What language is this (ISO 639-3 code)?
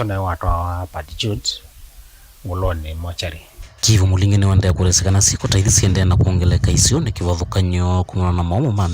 kam